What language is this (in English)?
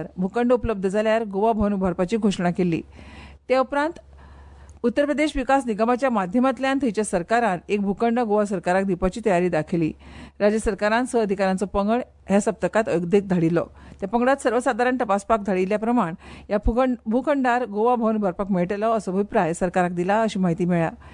Konkani